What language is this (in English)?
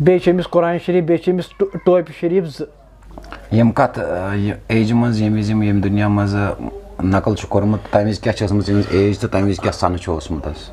Kashmiri